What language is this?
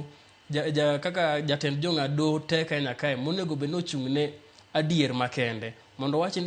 Luo (Kenya and Tanzania)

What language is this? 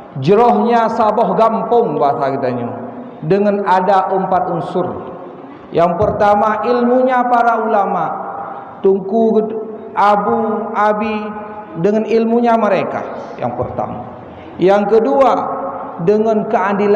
Achinese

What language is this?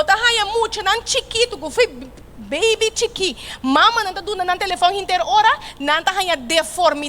Papiamento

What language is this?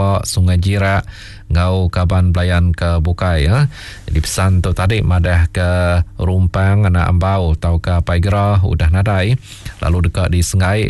Iban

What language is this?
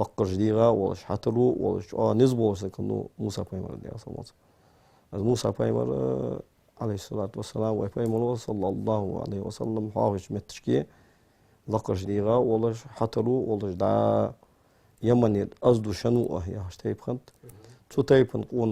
Ingush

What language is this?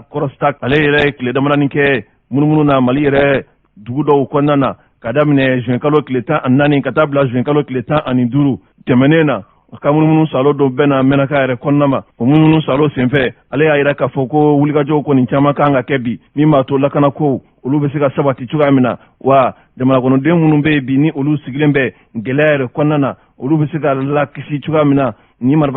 Bambara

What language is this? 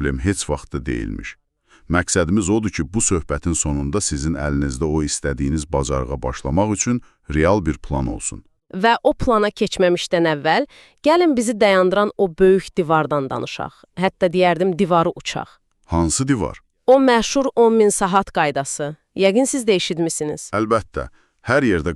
Azerbaijani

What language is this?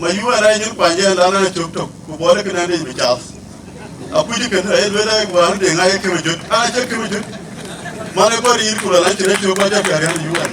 Dinka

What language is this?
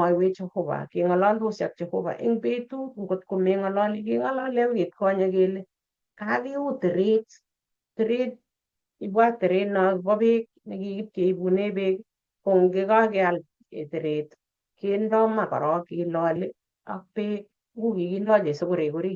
Kalenjin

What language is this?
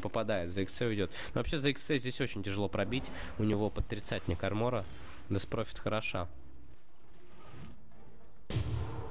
Russian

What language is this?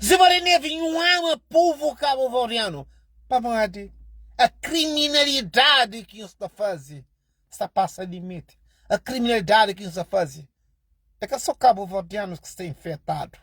Kabuverdianu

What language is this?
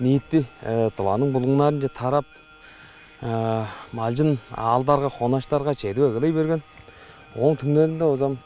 Tuvinian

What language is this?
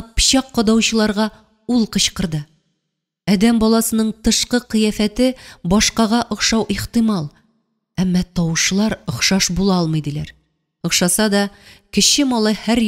Tatar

